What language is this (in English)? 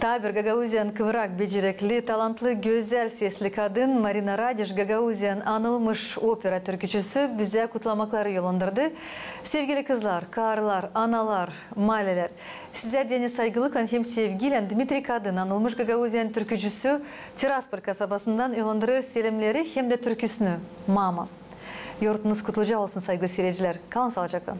Gagauz